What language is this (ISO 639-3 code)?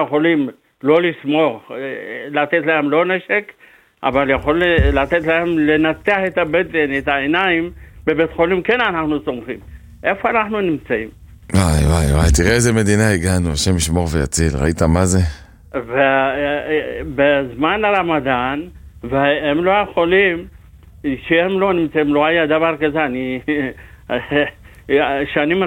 heb